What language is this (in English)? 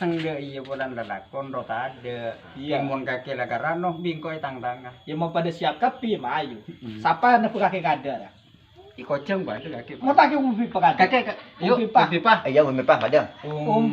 Madurese